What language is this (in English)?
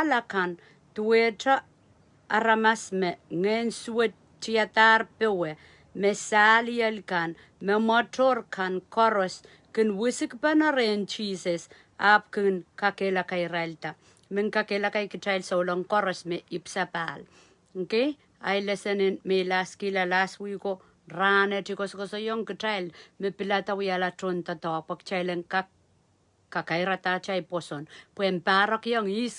Pohnpeian